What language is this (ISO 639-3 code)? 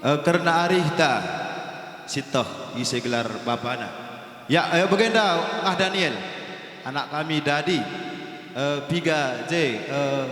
btx